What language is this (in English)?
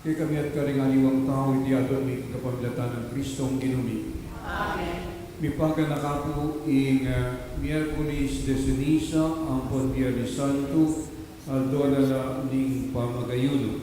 Pampanga